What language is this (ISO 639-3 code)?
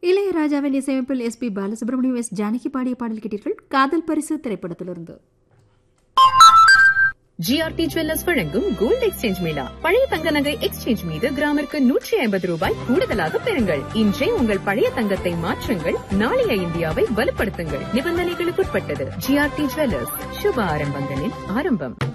tam